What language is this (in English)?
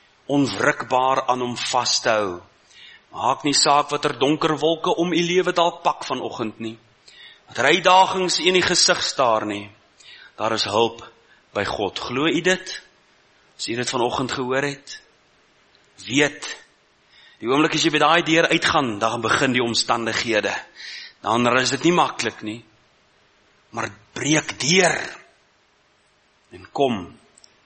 Afrikaans